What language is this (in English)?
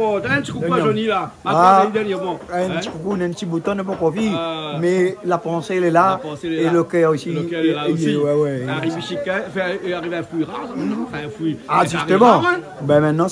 Réunion Creole French